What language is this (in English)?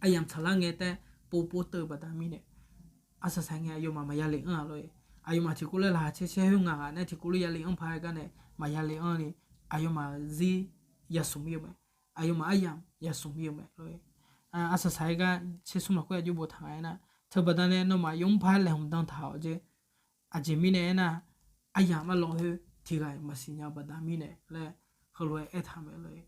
Akha